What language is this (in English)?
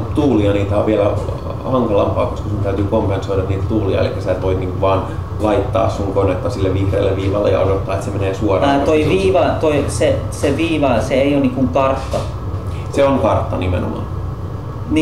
Finnish